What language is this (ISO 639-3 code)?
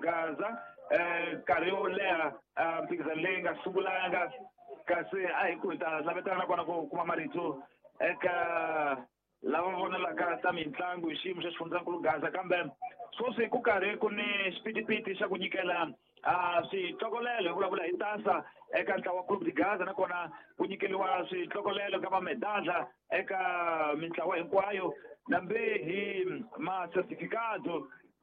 tso